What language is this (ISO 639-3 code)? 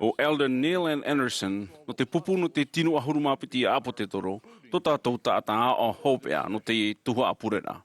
tah